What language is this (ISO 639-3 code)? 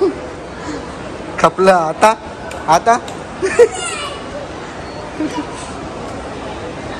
mar